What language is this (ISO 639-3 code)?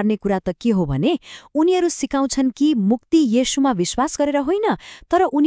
nep